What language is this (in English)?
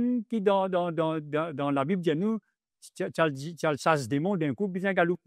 Morisyen